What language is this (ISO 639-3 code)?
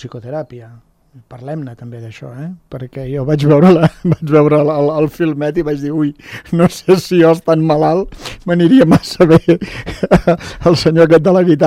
cat